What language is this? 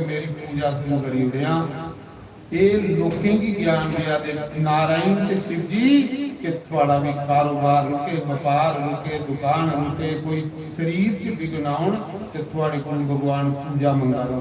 Dogri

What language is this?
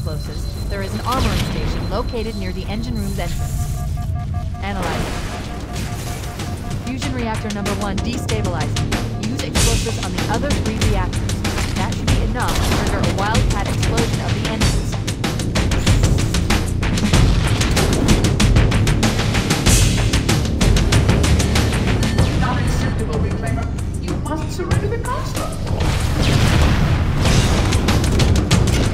English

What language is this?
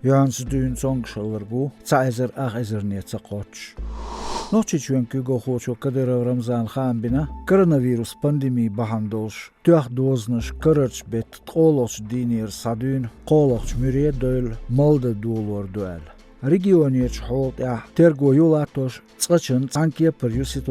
Chechen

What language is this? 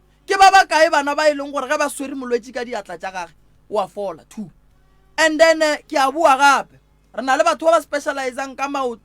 Northern Sotho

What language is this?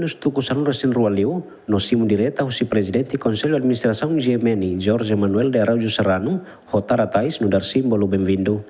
Tetum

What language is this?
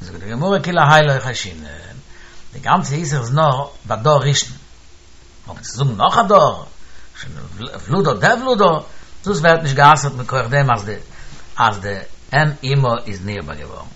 Yiddish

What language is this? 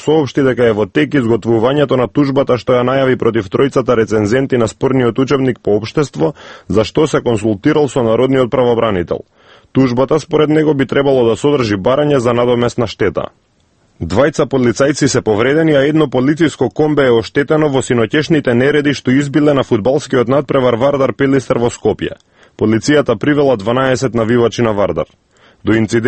Macedonian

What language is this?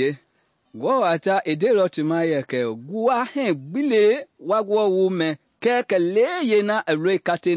Mende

